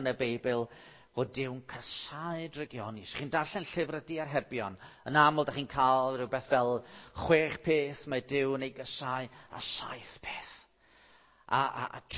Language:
Welsh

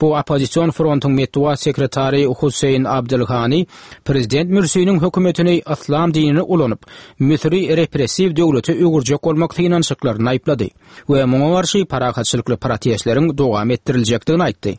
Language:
Turkmen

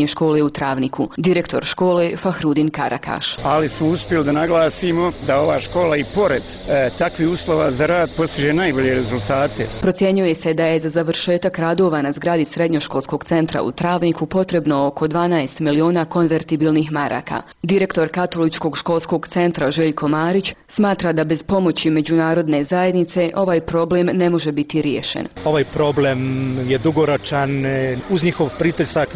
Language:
Bosnian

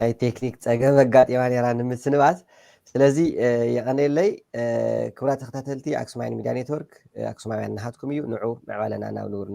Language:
Tigrinya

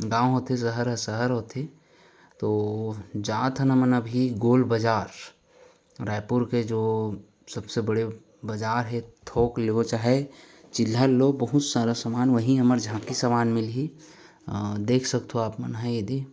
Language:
Chhattisgarhi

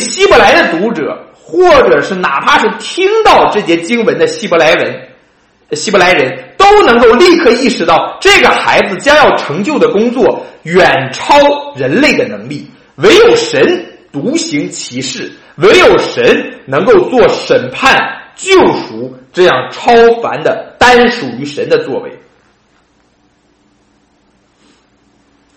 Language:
Chinese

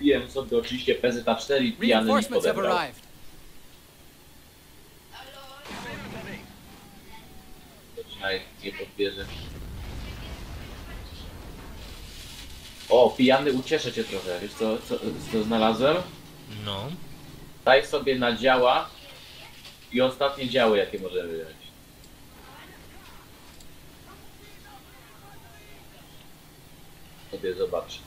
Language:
Polish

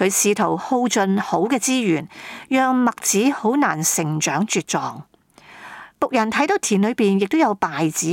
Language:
Cantonese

